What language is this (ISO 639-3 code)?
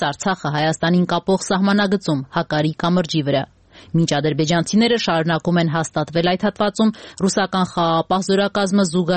hye